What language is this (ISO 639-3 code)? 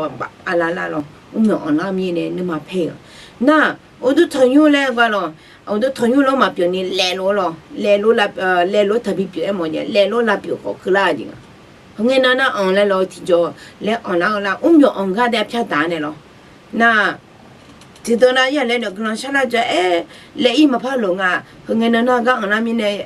ahk